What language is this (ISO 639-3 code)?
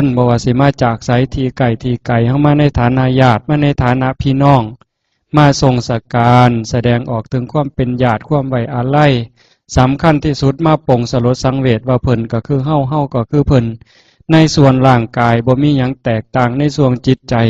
tts